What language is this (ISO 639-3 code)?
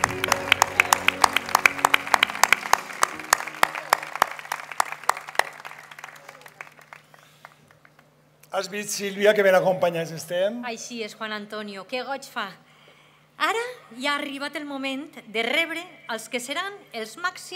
cat